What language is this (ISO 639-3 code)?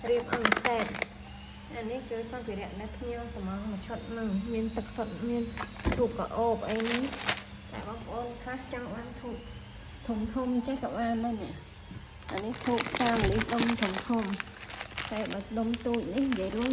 khm